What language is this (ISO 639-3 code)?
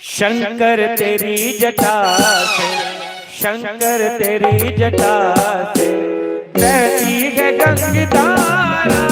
doi